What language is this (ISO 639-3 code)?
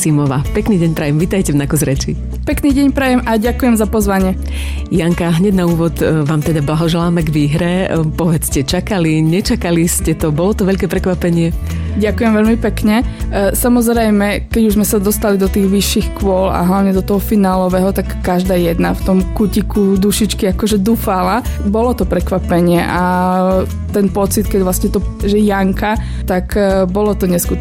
slk